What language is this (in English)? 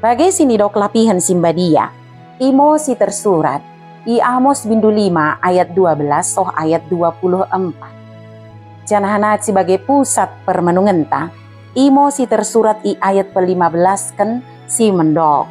Batak Dairi